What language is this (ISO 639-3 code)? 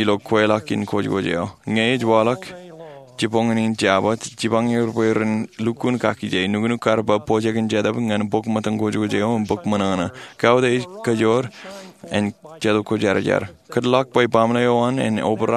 mah